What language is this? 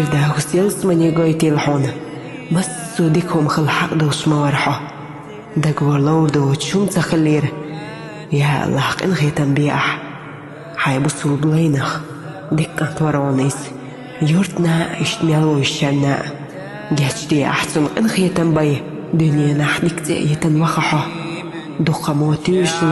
Chechen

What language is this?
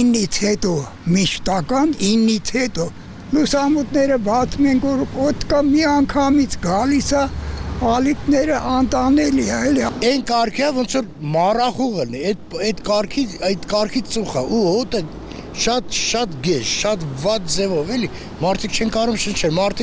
Armenian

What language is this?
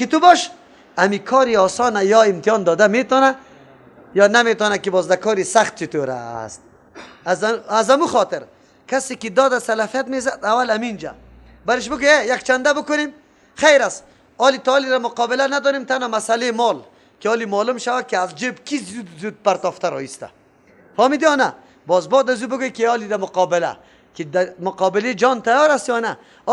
Persian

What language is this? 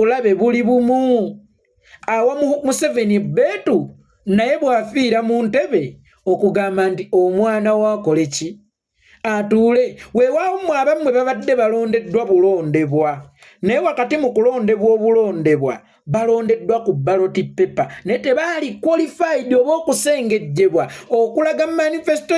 Ganda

